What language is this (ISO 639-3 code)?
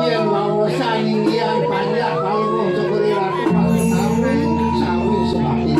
ban